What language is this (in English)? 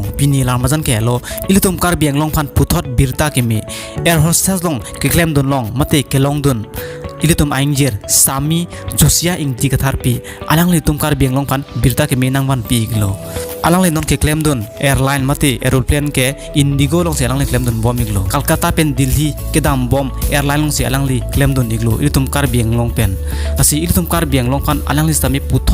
Karbi